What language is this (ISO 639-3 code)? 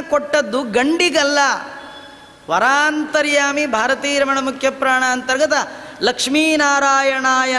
kan